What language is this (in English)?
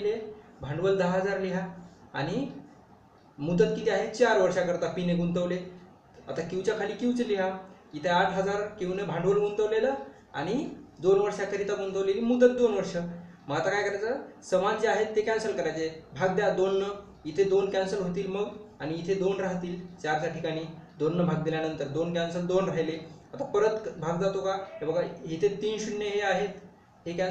Marathi